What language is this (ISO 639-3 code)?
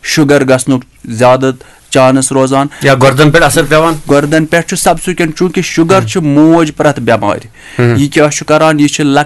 kas